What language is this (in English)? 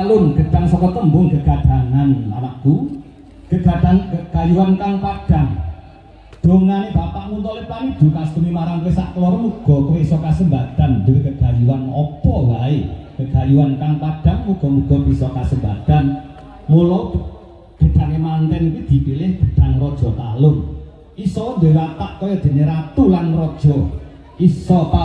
Javanese